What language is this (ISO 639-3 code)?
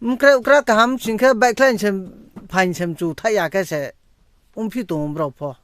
ria